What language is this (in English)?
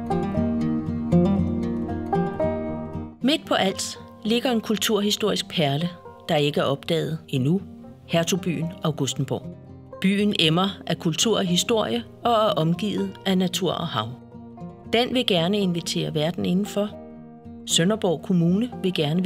Danish